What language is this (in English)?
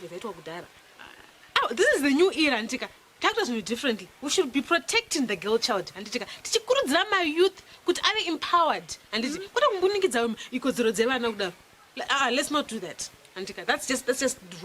Shona